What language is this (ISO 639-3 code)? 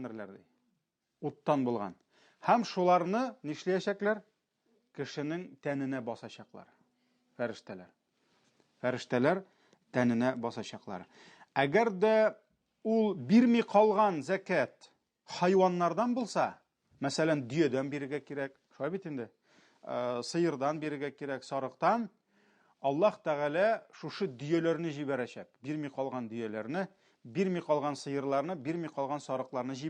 tat